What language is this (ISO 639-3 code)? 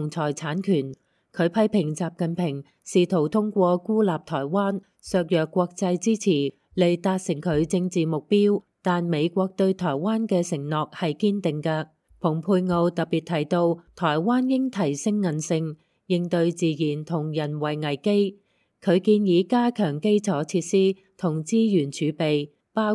yue